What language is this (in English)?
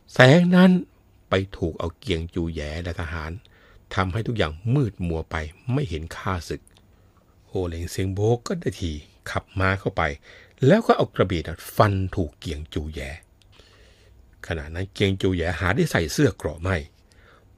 Thai